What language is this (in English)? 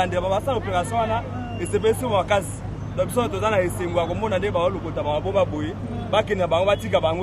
Lingala